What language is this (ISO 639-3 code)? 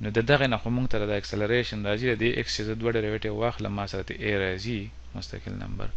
pus